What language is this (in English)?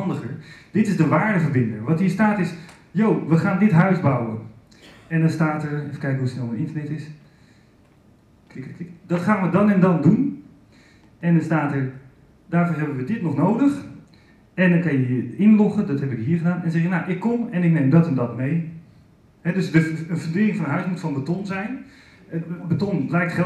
Dutch